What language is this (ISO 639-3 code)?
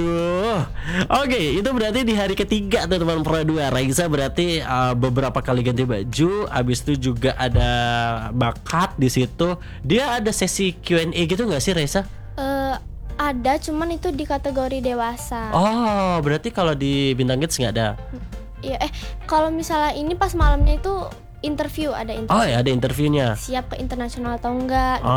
ind